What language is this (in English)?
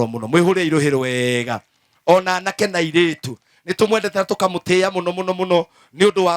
Kikuyu